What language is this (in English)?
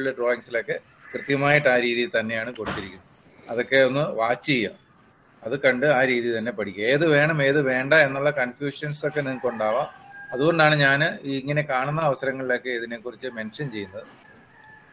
Malayalam